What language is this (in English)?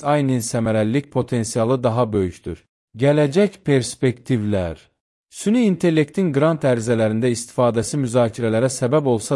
Azerbaijani